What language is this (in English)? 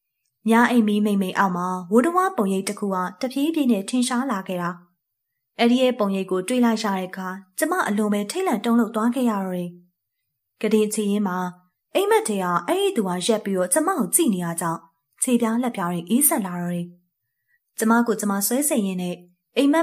Burmese